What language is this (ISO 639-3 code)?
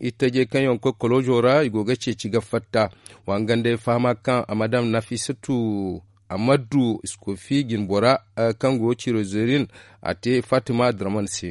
dje